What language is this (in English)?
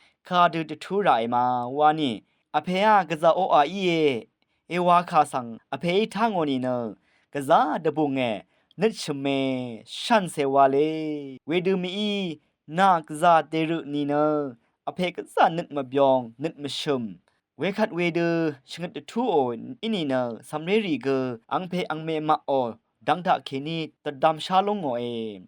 Rawang